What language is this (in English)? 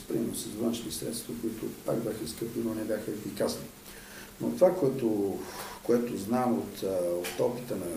Bulgarian